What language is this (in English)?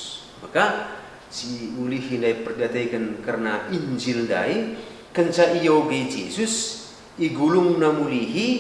Batak Karo